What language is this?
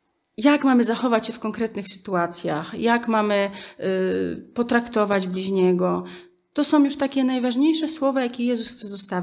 Polish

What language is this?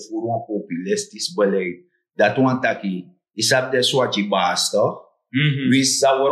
Sranan Tongo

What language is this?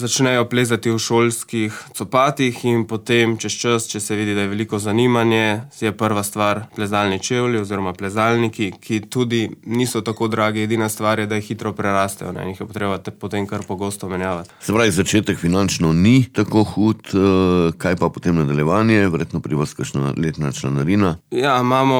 Slovenian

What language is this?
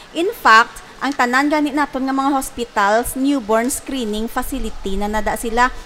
Hiligaynon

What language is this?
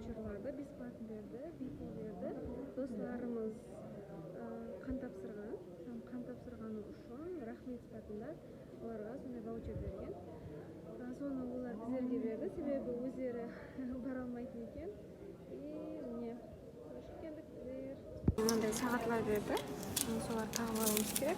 Kara-Kalpak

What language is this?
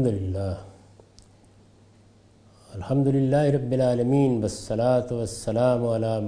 Urdu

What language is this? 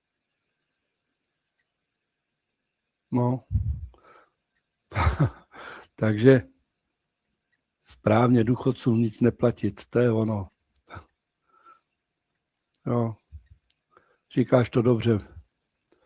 Czech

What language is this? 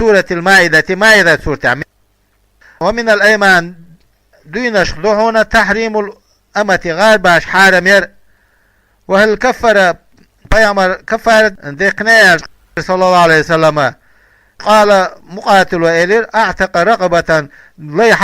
Chechen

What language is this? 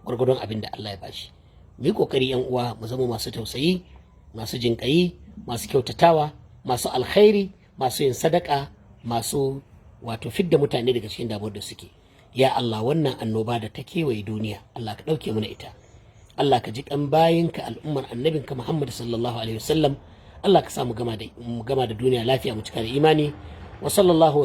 Hausa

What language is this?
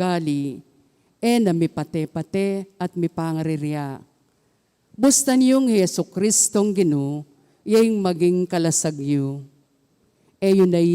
Pampanga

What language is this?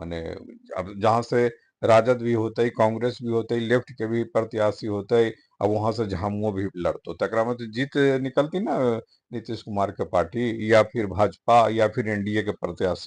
Magahi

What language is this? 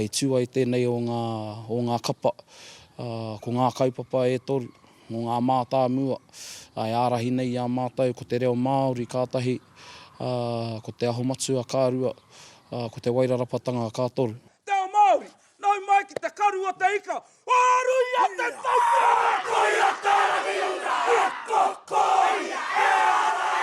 Māori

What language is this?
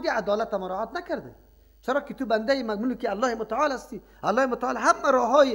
Persian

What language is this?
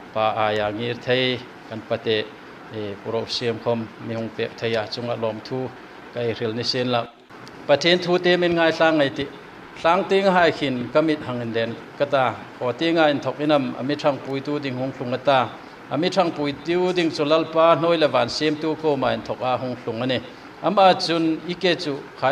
Hmar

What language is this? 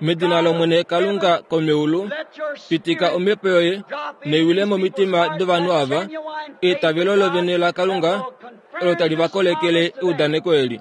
Kuanyama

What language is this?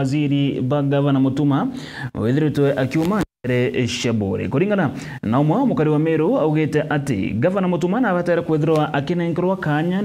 Meru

